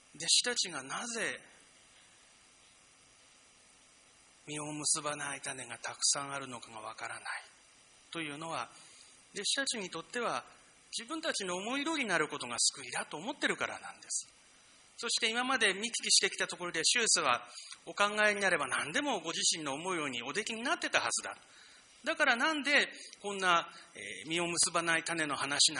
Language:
Japanese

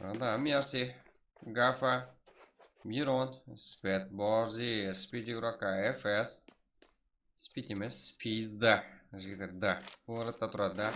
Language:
Kara-Kalpak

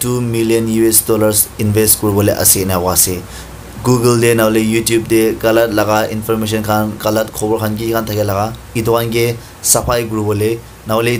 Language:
Naga Pidgin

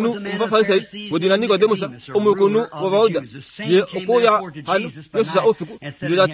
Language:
Kuanyama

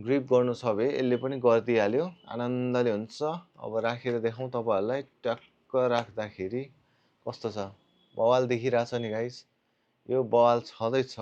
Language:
Nepali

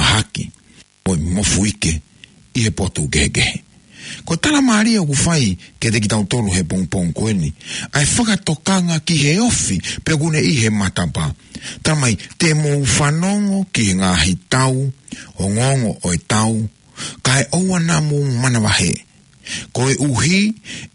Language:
Tongan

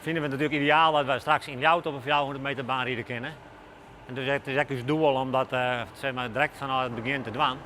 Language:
Western Frisian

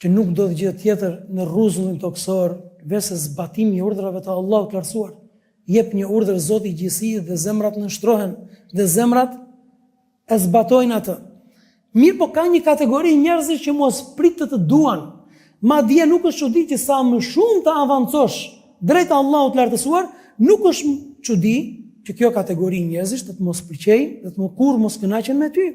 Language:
Albanian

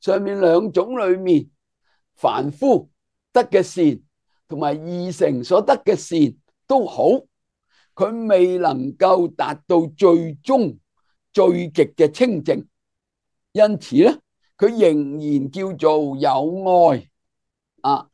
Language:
Cantonese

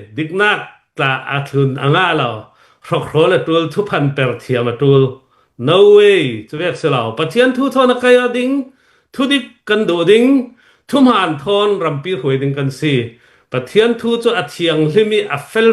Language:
Hakha Chin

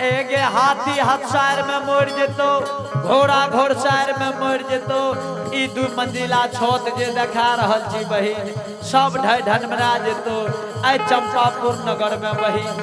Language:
Angika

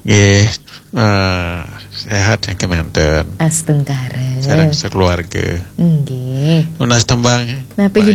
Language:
Balinese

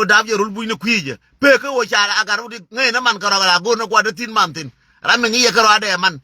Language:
Nuer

